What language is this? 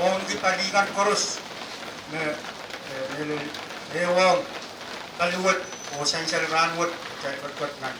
Pohnpeian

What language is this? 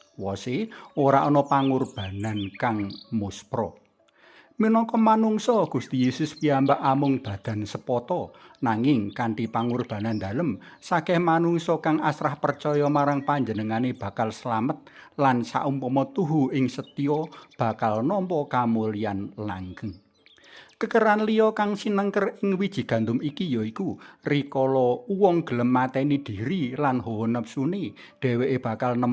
Javanese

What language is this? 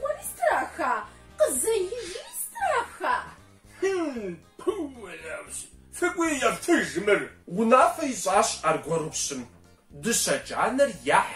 Kabardian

